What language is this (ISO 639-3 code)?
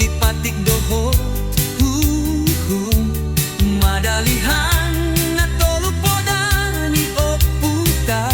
bbc